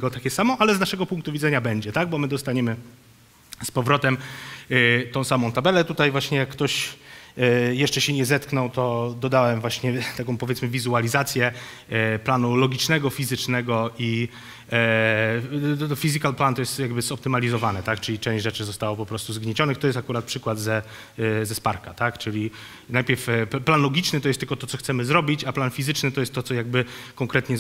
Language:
Polish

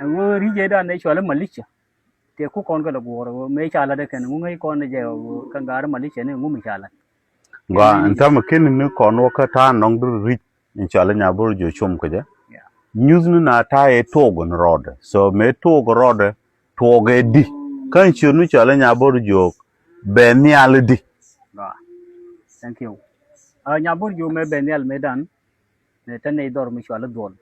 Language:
Nuer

